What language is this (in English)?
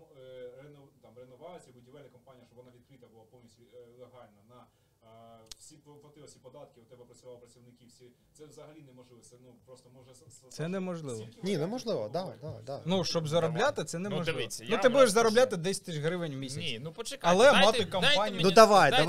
Ukrainian